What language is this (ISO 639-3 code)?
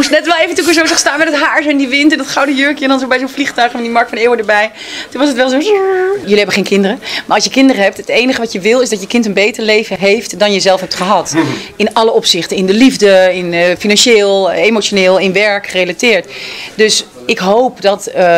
nld